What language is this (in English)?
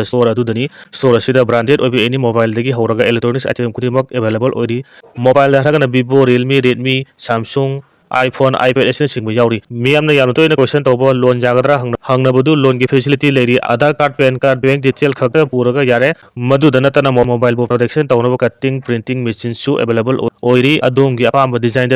Manipuri